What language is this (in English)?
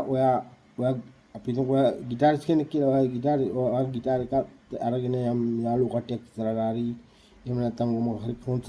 Sinhala